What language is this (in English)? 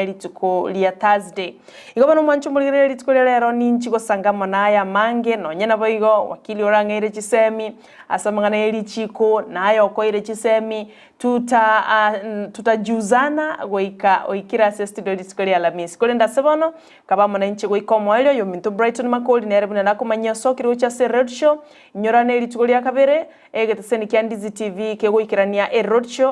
Gusii